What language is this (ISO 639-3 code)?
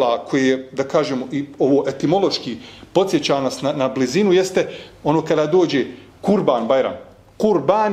bos